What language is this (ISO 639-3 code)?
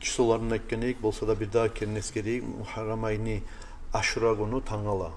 kum